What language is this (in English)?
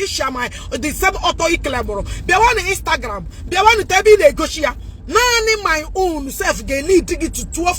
Igbo